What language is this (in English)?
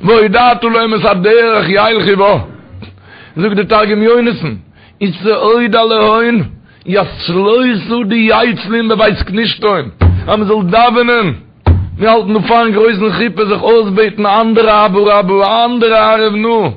Yiddish